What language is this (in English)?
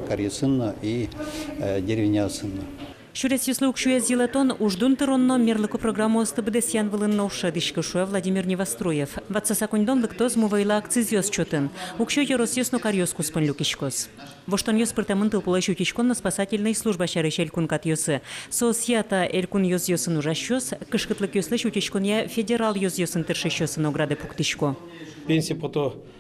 Udmurt